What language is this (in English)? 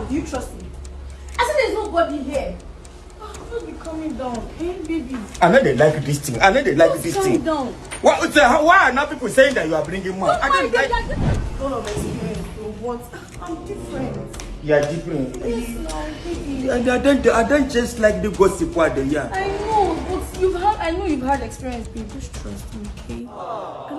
Nigerian Pidgin